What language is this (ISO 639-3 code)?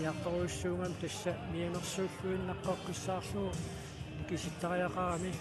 kal